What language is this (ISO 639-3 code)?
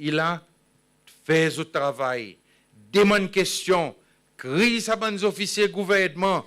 crs